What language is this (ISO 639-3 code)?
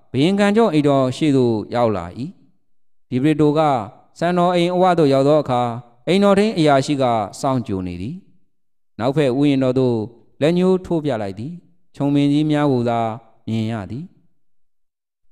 mya